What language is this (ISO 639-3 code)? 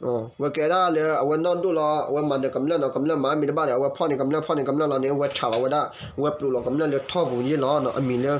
ksw